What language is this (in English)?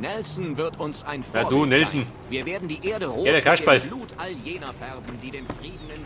Bavarian